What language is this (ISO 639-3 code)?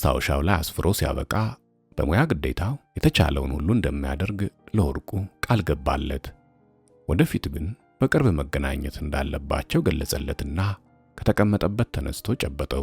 amh